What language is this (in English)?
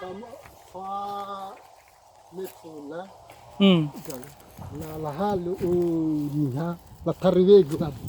Nias